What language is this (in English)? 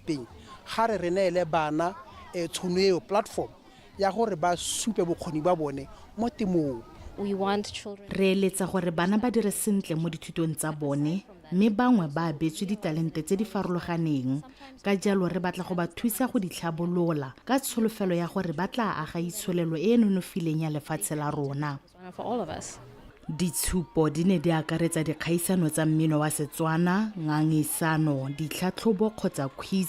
Tswana